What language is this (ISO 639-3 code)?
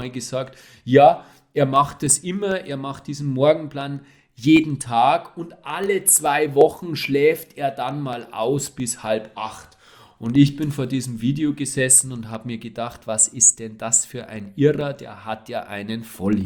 deu